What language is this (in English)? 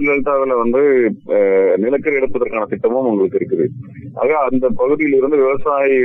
Tamil